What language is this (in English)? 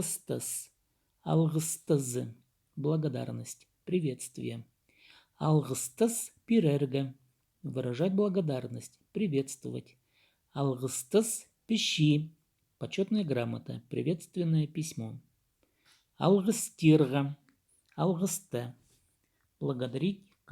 Khakas